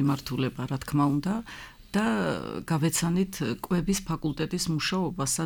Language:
Georgian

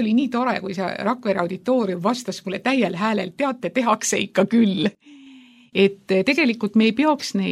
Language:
Estonian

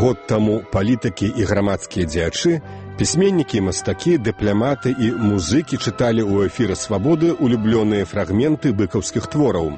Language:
Belarusian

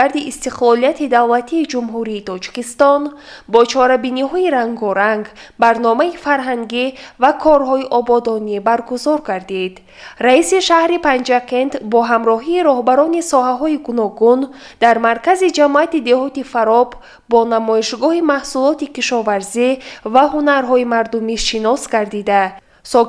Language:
Tajik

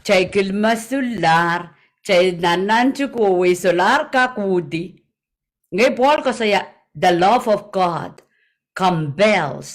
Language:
Pohnpeian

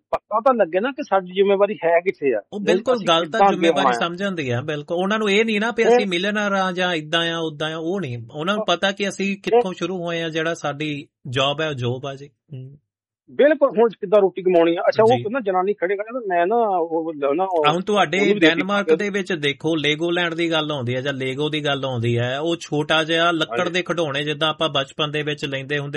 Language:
Punjabi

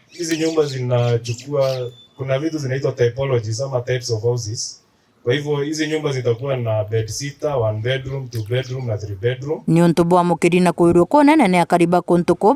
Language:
Meru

